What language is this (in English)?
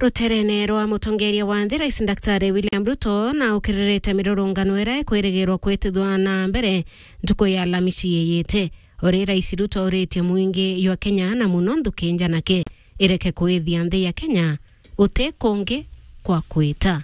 Meru